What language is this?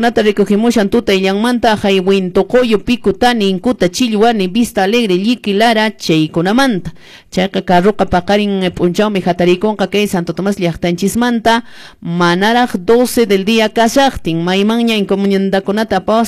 Quechua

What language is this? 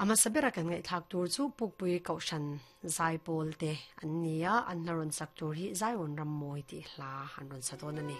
Mizo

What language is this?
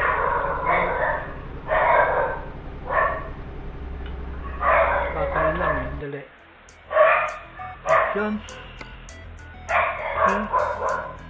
Filipino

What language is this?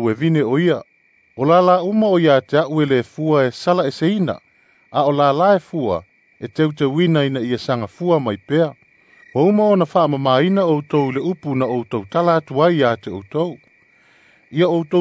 Samoan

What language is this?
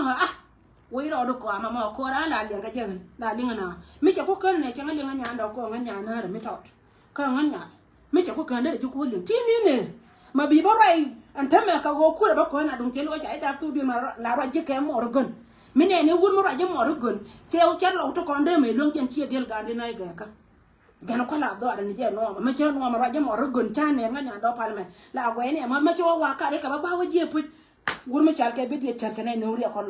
Nuer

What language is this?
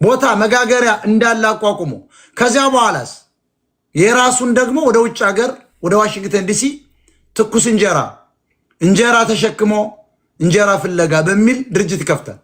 Amharic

